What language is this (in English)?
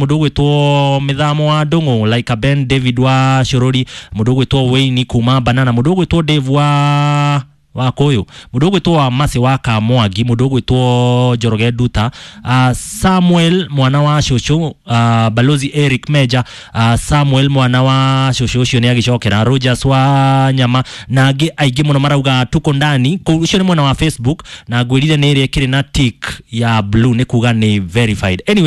Kikuyu